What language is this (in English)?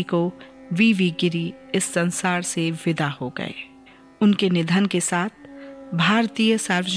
Hindi